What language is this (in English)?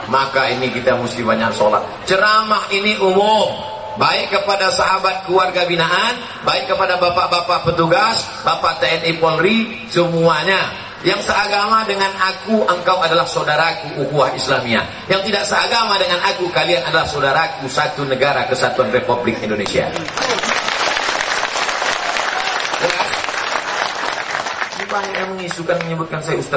Indonesian